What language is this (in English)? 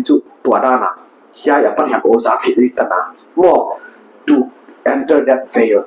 Paite Chin